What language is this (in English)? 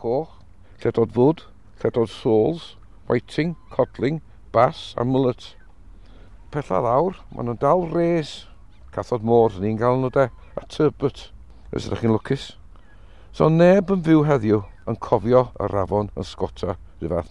Welsh